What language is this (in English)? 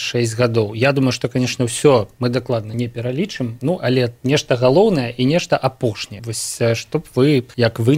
Belarusian